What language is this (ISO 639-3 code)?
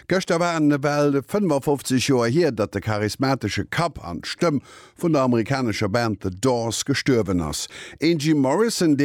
ltz